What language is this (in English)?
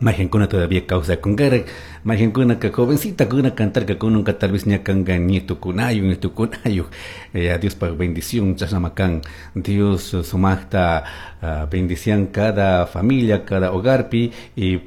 Chimborazo Highland Quichua